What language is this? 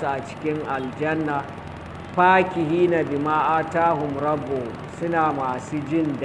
Hausa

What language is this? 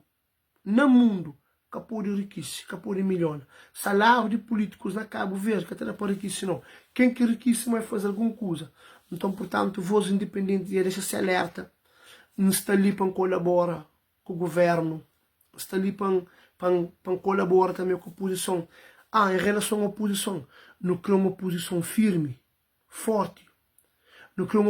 Kabuverdianu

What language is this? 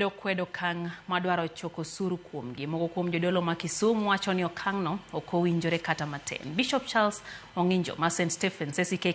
Luo (Kenya and Tanzania)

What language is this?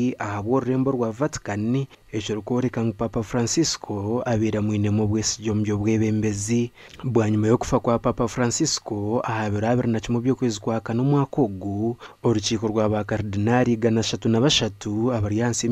Nyankole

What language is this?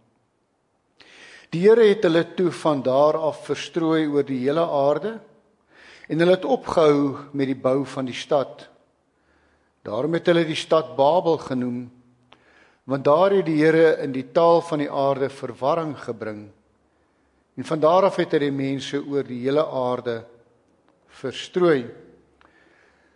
Afrikaans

